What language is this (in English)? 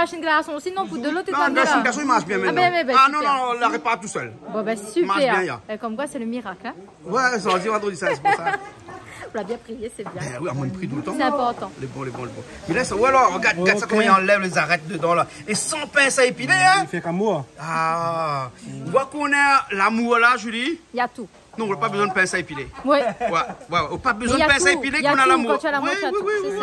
Réunion Creole French